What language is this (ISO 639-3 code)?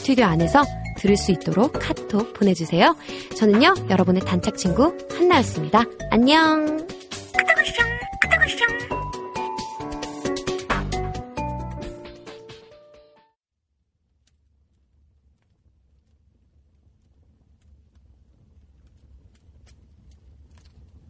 kor